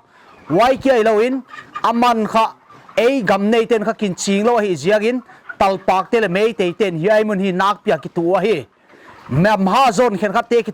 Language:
Paite Chin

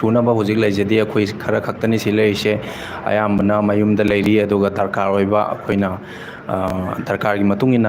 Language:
Manipuri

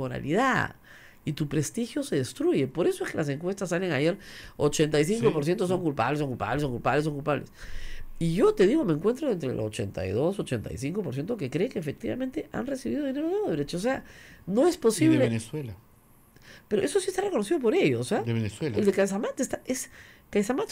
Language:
Spanish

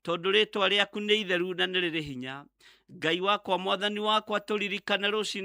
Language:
Kikuyu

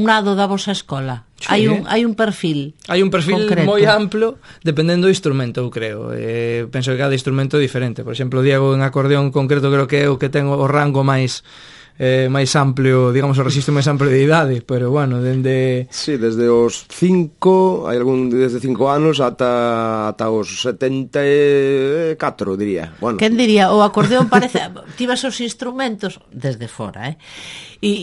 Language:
Galician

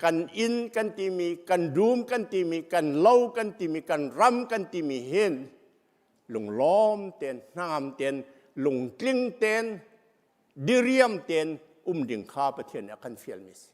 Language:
Hakha Chin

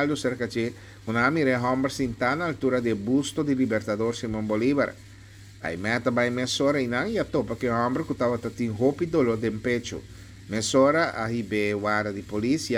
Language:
Papiamento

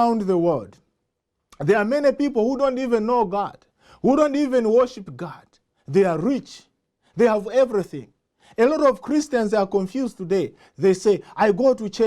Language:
English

